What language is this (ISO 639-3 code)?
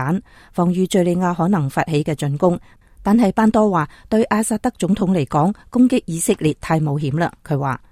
yue